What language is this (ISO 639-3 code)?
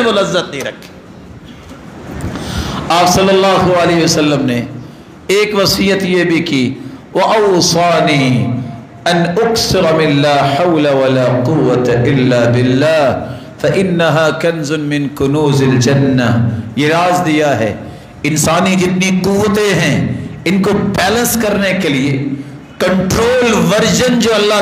urd